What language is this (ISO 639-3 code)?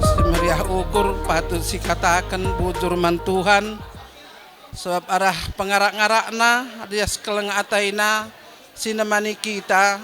btx